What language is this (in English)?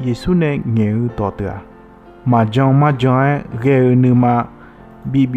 Akha